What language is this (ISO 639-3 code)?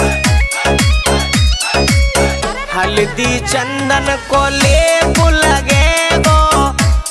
bho